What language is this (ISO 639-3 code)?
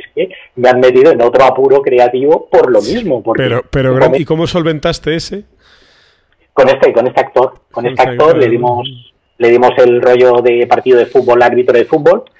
spa